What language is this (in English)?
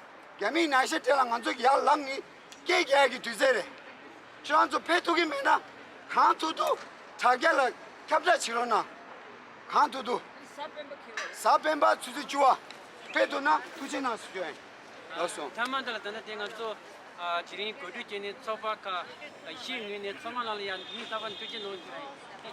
Tibetan